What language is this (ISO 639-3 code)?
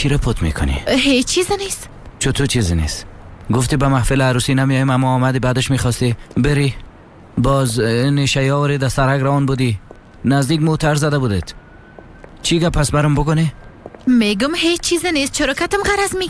fas